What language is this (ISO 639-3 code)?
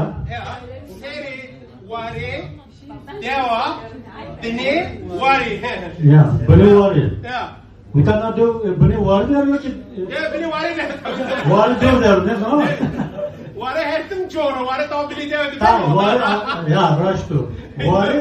zza